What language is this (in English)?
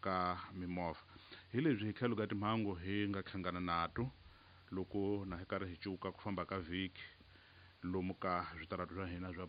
Tsonga